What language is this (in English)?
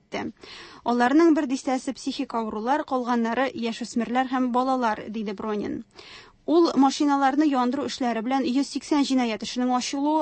Tatar